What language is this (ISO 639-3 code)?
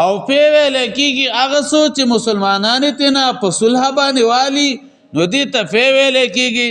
pus